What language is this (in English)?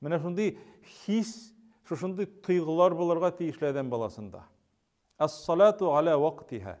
Tatar